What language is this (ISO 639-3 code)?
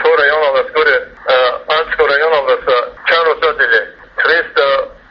ava